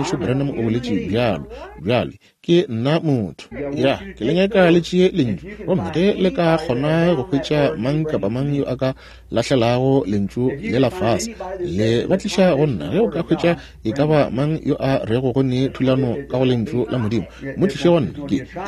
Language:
Northern Sotho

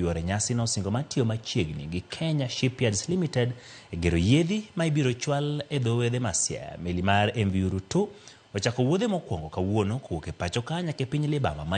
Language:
Luo (Kenya and Tanzania)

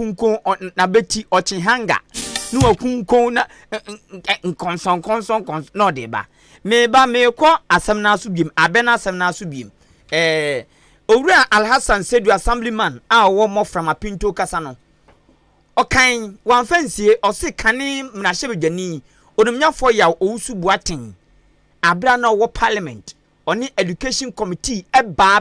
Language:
Akan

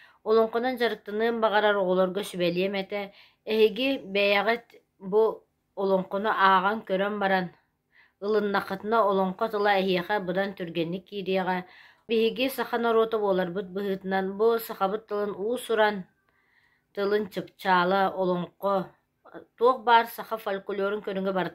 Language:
Yakut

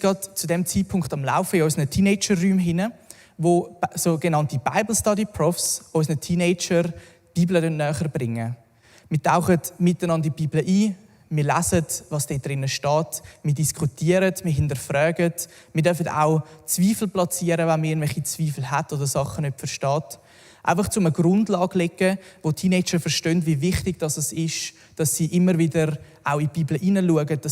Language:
Swiss German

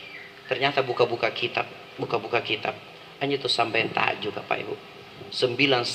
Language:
Makasar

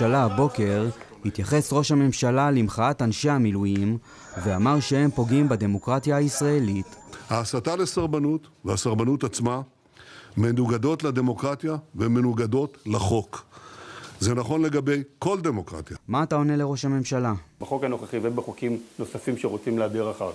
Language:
Hebrew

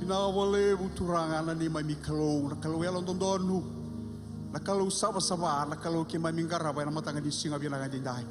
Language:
Fijian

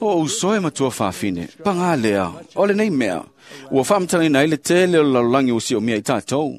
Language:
Samoan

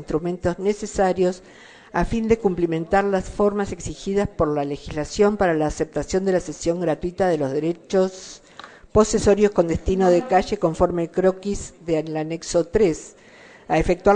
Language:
Spanish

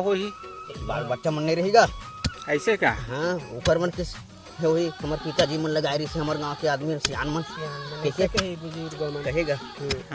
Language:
Chhattisgarhi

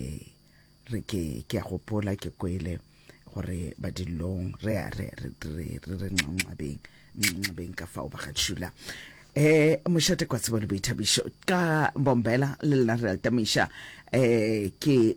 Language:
Northern Sotho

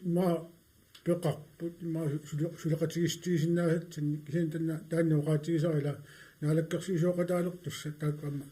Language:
Kalaallisut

